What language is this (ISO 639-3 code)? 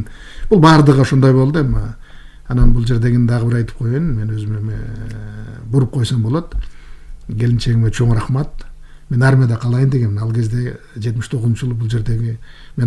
kir